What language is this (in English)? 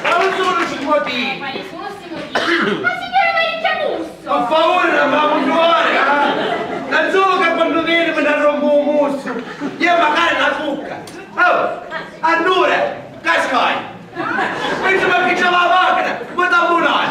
Sicilian